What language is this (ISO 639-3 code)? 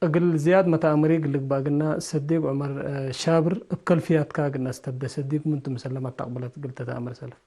tig